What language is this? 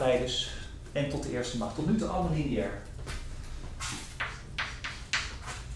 Dutch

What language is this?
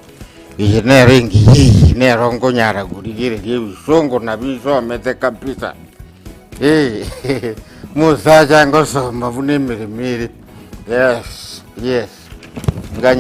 Gusii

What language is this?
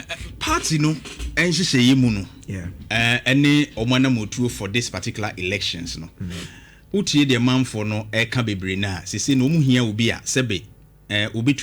Akan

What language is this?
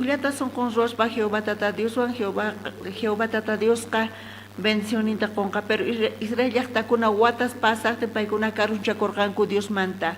South Bolivian Quechua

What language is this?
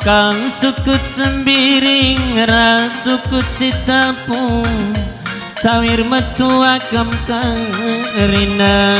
Batak Karo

